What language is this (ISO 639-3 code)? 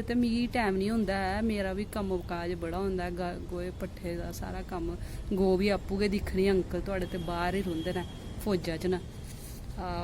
doi